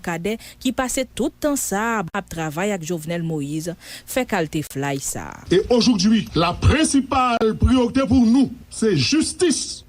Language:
Haitian Creole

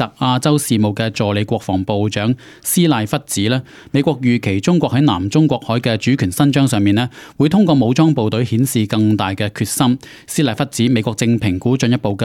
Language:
Cantonese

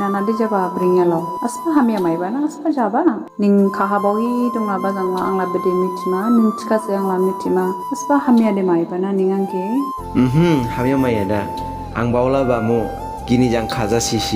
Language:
Dimasa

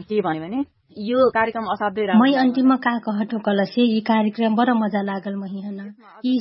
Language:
Dangaura Tharu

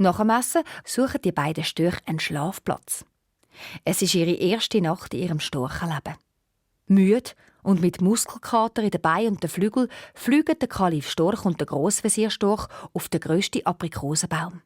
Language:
Swiss German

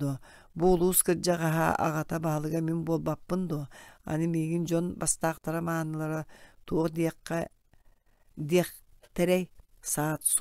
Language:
Yakut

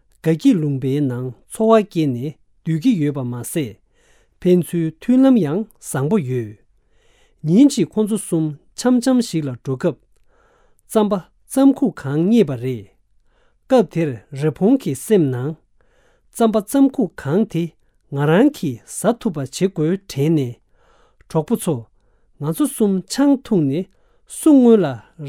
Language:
Tibetan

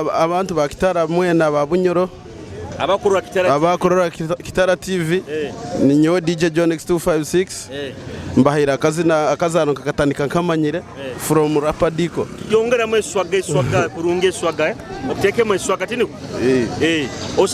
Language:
Nyoro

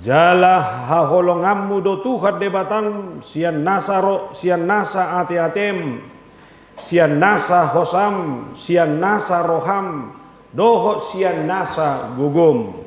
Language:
Batak Toba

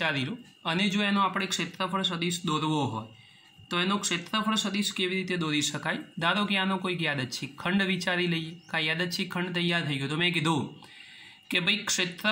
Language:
Gujarati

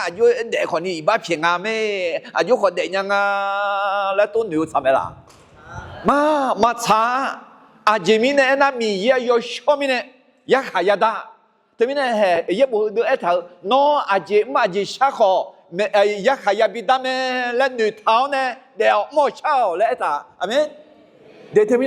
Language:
Akha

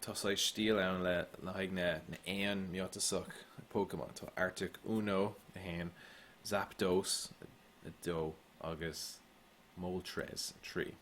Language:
Irish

